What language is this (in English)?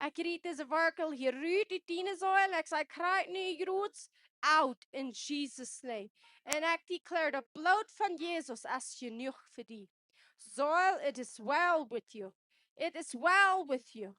Plautdietsch